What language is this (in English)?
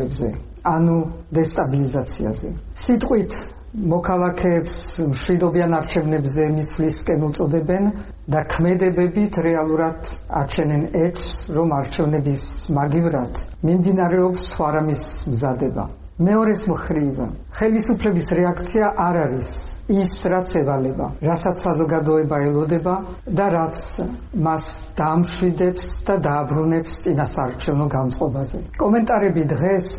Georgian